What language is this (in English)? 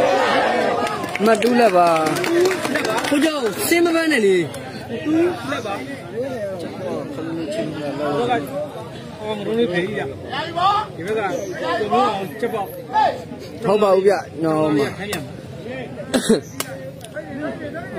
Burmese